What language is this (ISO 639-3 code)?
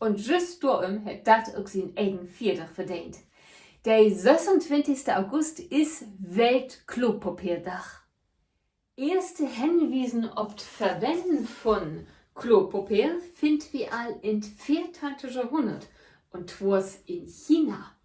nds